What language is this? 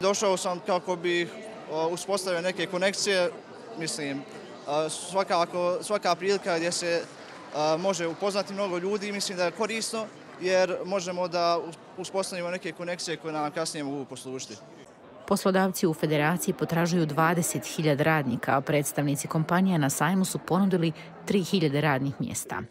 Croatian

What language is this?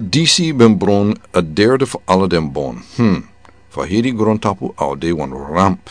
Sranan Tongo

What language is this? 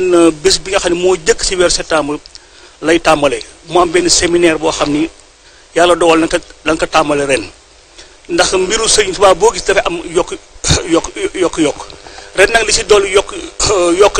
Wolof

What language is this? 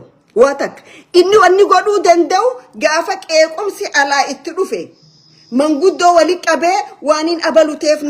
Oromo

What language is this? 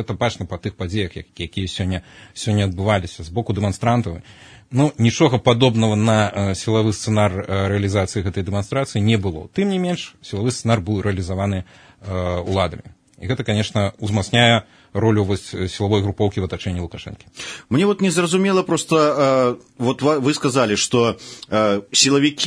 Belarusian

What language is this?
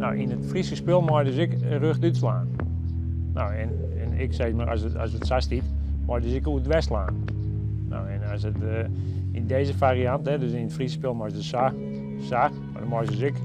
Western Frisian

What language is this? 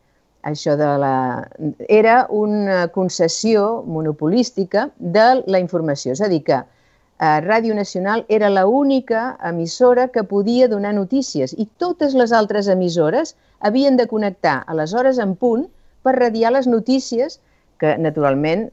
Catalan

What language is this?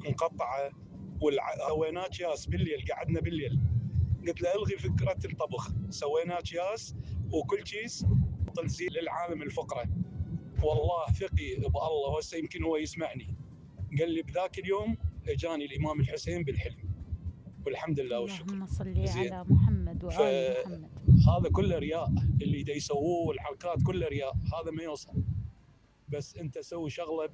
Mesopotamian Arabic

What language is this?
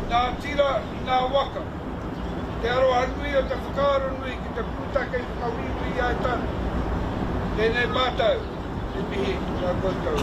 Māori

